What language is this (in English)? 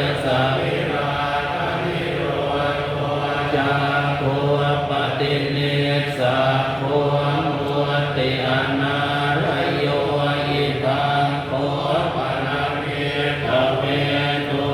Pali